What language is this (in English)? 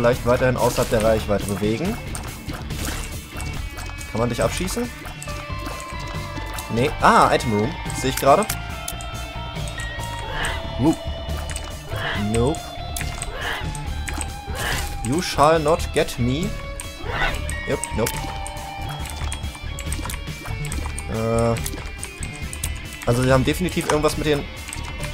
German